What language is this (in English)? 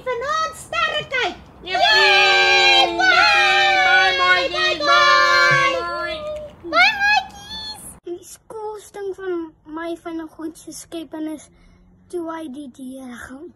Afrikaans